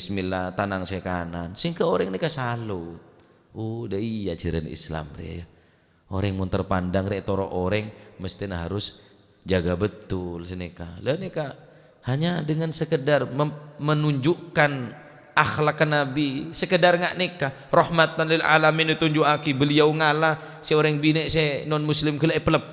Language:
Madurese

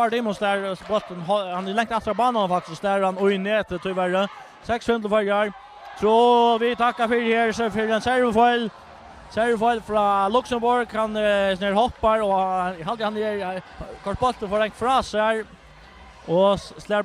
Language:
Faroese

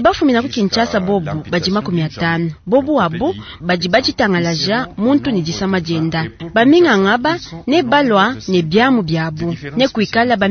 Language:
Luba-Lulua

